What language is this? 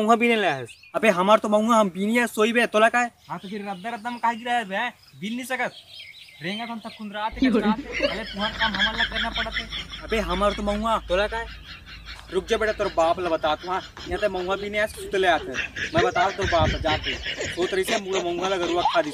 Chhattisgarhi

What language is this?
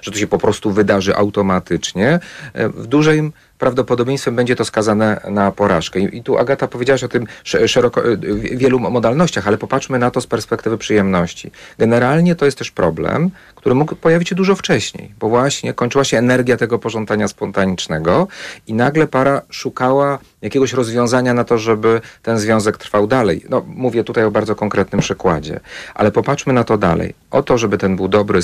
Polish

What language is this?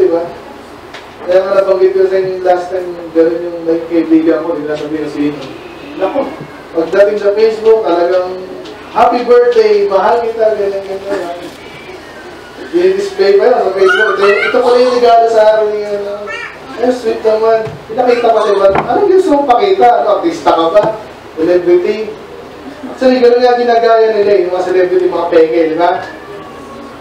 Filipino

